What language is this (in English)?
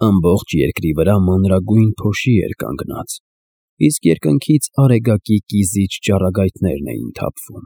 Armenian